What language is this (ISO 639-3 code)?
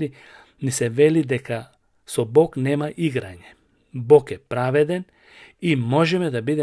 mkd